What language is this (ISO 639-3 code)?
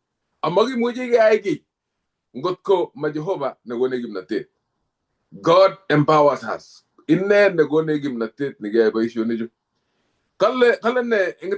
kln